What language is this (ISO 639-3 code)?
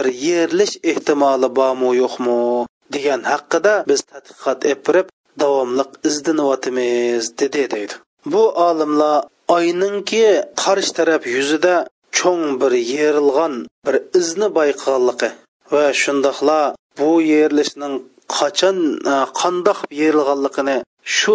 uig